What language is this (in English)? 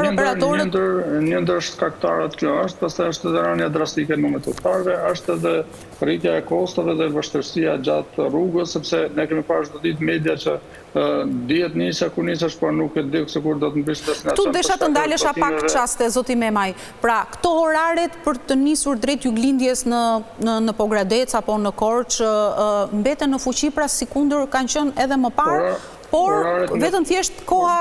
Albanian